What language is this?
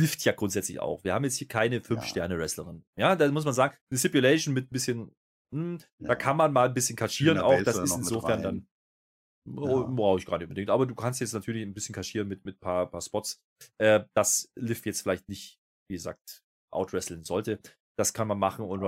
German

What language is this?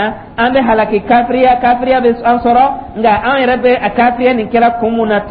Dyula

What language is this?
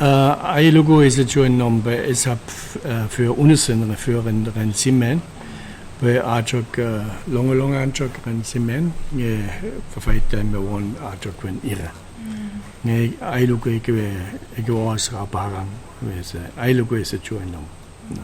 Chuukese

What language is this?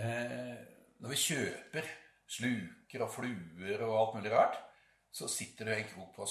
Norwegian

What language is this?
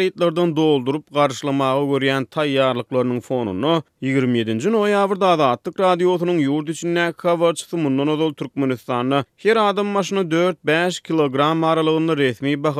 Turkmen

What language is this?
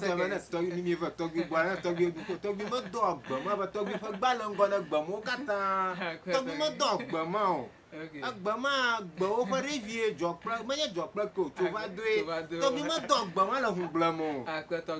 Ewe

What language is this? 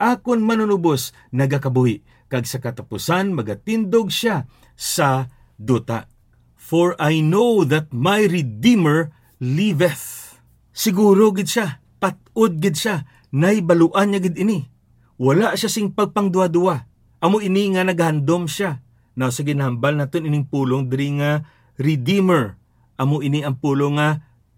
Hiligaynon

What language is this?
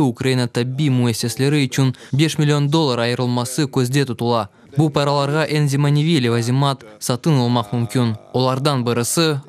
Crimean Tatar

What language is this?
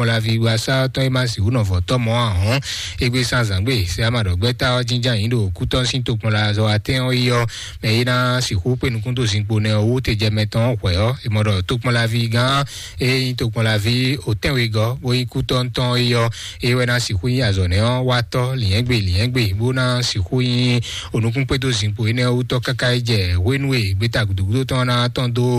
Fon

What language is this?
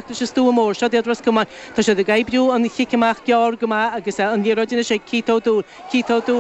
Irish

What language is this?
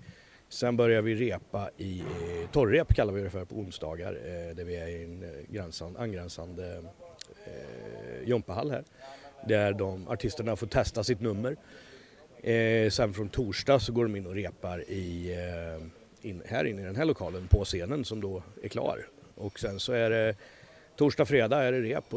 Swedish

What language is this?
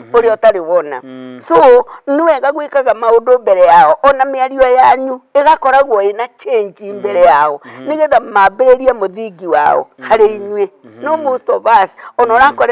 Kikuyu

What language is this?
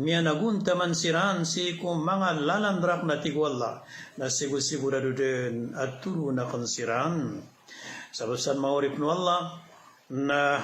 Maranao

